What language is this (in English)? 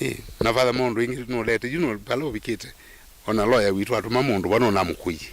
Kamba